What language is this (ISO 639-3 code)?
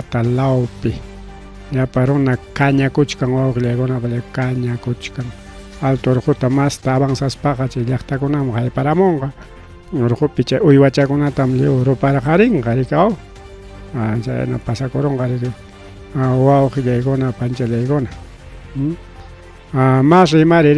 quy